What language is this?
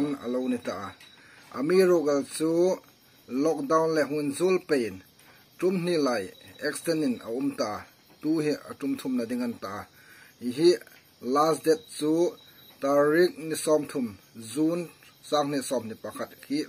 Hmar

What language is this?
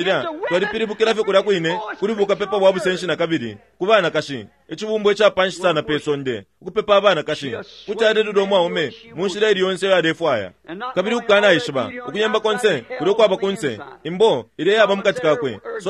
Bemba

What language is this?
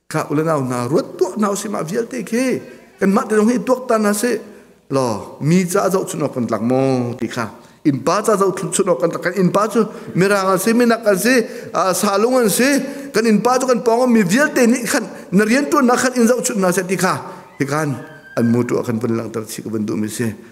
Hakha Chin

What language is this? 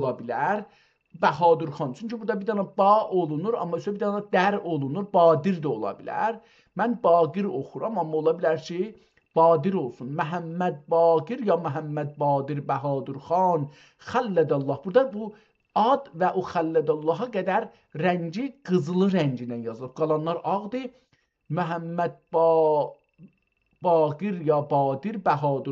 South Azerbaijani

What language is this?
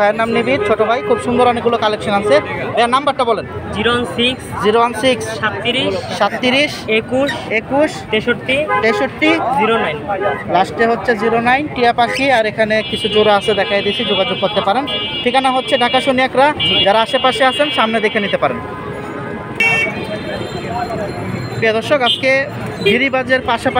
Bangla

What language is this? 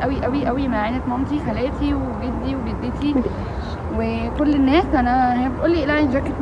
Egyptian Arabic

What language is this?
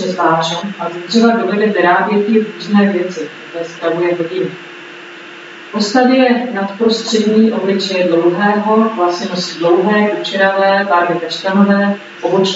Czech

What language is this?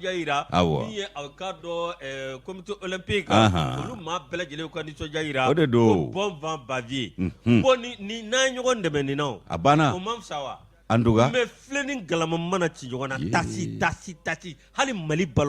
Bambara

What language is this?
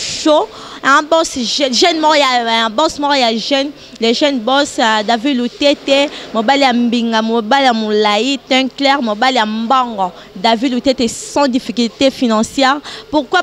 Lingala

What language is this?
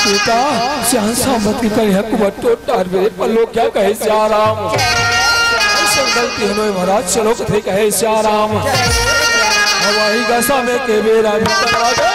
Chhattisgarhi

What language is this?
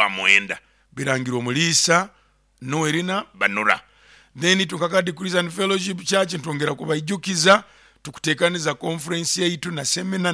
Nyoro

